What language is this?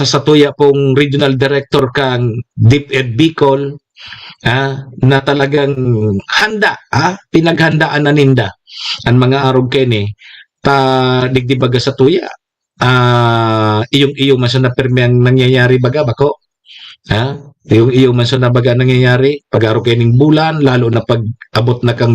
Bikol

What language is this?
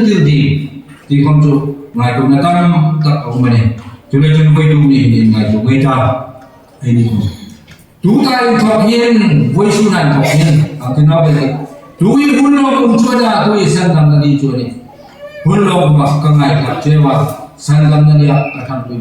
Hmar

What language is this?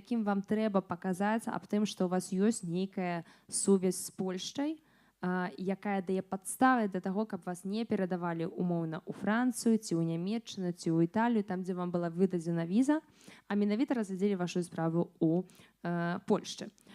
Belarusian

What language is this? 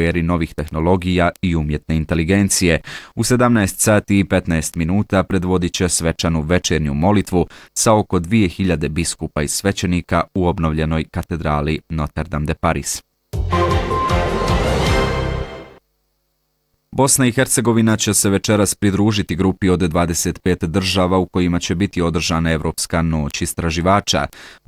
Bosnian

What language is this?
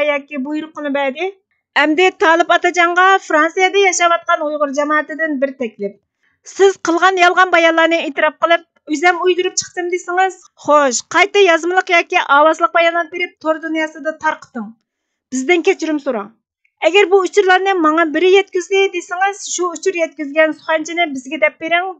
Uyghur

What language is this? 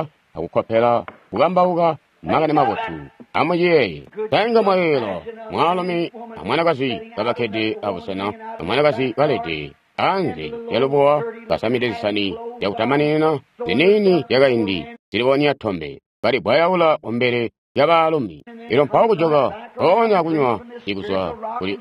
Tonga (Zambia)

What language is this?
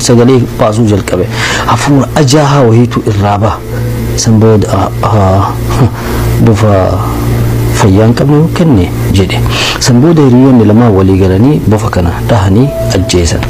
Oromo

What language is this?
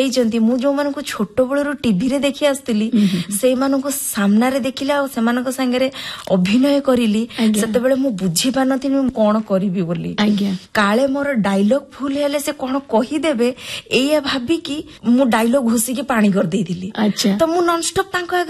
Odia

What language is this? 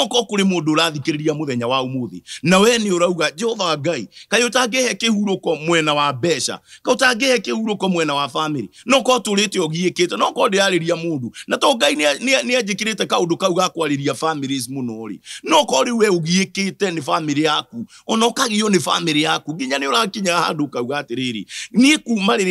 Kikuyu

